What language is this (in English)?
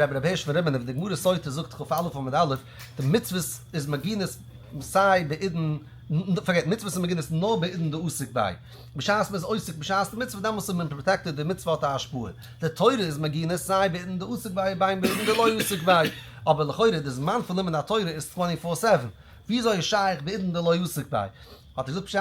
Yiddish